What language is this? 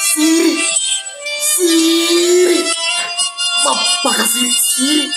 Buginese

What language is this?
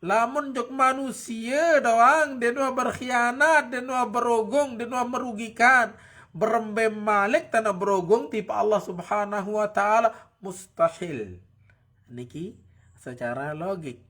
Sasak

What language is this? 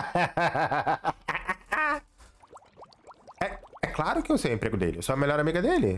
Portuguese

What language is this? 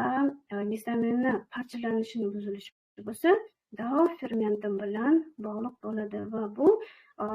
Uzbek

